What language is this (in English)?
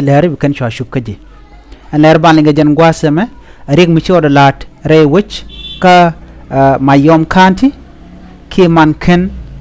Nuer